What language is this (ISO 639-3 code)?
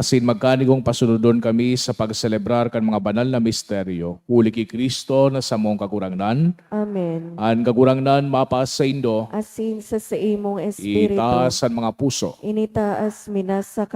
bik